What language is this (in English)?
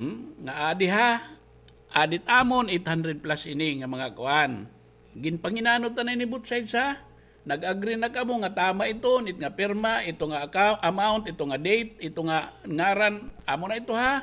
Waray